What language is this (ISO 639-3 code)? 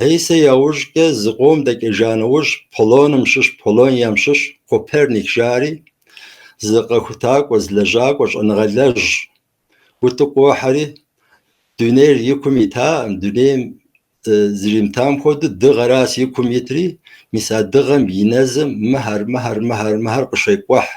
kbd